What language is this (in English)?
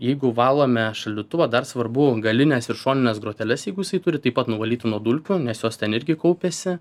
Lithuanian